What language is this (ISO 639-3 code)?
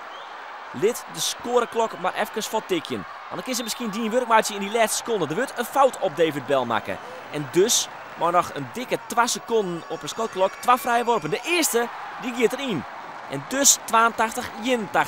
fry